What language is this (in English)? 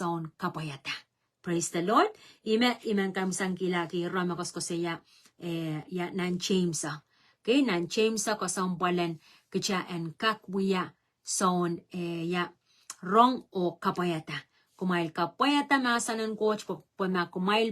Pohnpeian